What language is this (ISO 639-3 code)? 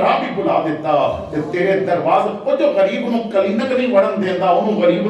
lah